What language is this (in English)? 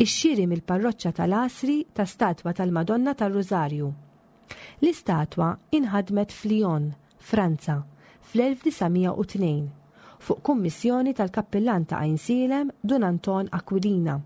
Maltese